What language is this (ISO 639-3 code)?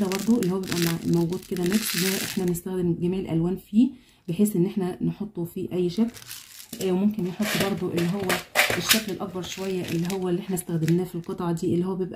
arz